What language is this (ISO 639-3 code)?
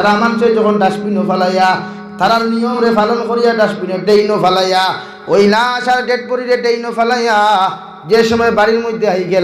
syl